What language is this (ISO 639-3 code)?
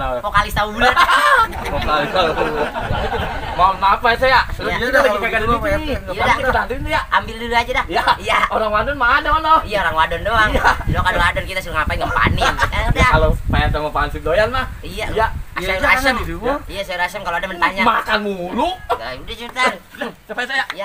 bew